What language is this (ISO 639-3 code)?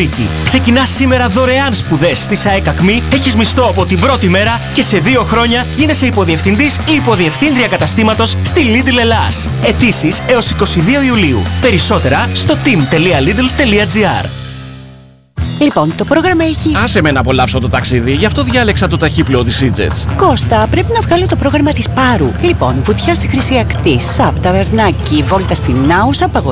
ell